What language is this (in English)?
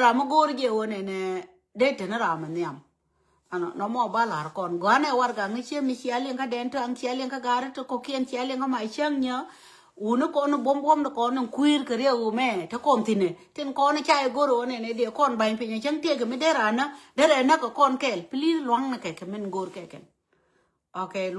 Nuer